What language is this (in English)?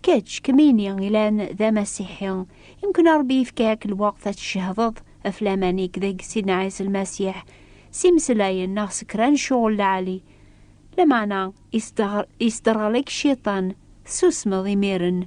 Kabyle